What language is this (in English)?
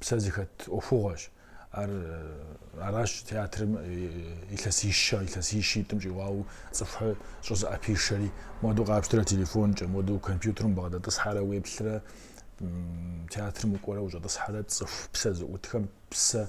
Kabardian